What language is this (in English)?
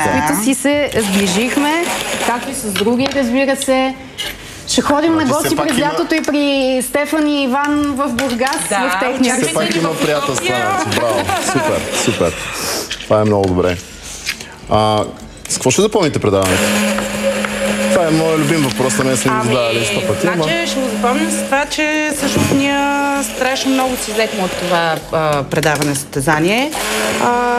Bulgarian